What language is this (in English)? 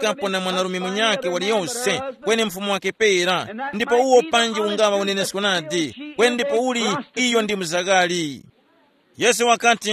Tumbuka